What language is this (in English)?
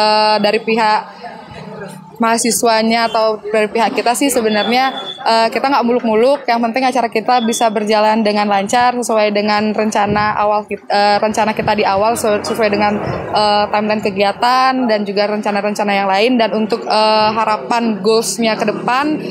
Indonesian